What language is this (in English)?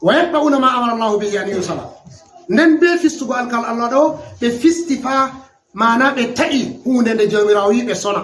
Fula